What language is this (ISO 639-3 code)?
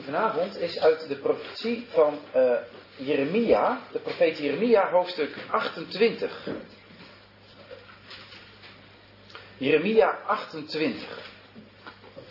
nld